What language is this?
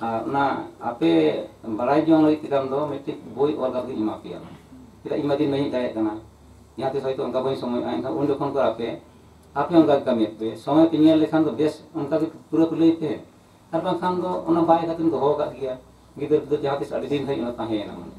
Santali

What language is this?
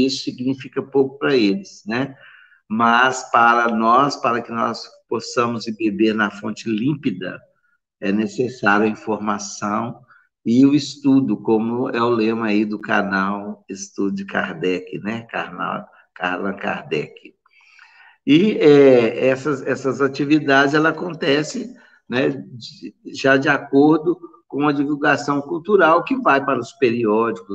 Portuguese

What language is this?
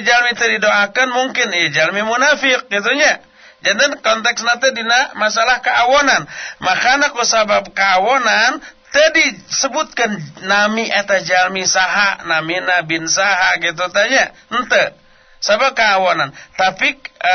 Sundanese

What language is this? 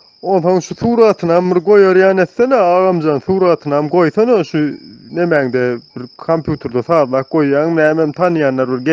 Turkmen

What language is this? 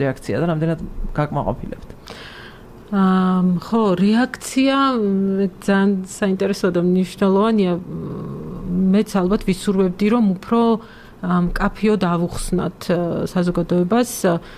Georgian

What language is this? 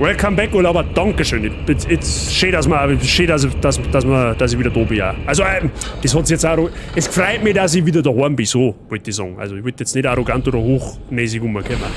Bavarian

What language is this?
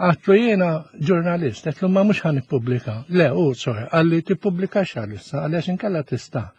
Maltese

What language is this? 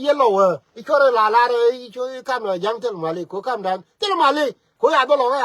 Nuer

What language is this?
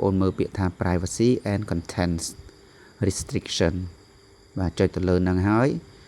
Khmer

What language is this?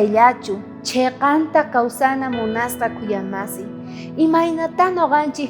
South Bolivian Quechua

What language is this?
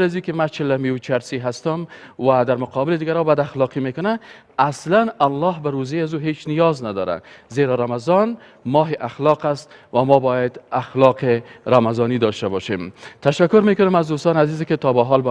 Persian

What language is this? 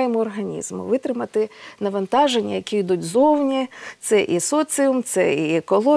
Ukrainian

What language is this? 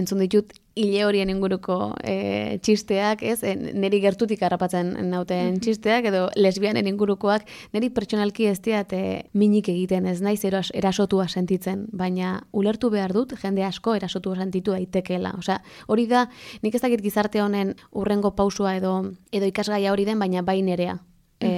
Basque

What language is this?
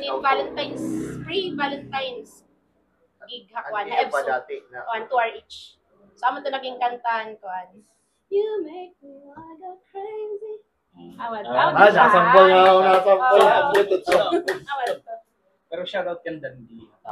Waray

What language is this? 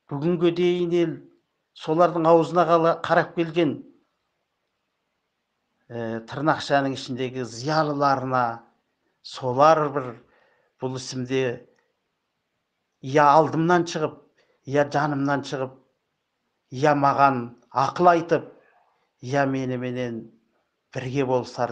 Kazakh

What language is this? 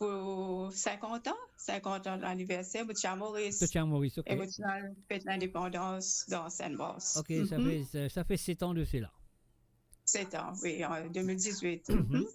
Morisyen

